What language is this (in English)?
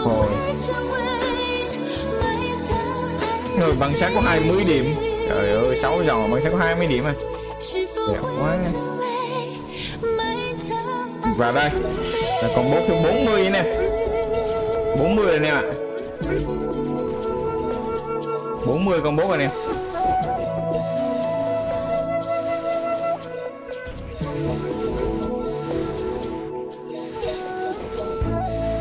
Vietnamese